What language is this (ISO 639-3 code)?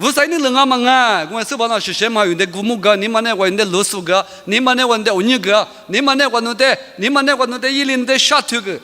lis